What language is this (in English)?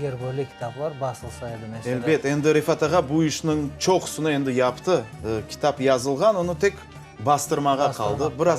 Crimean Tatar